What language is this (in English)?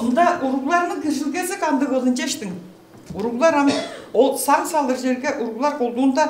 Tuvinian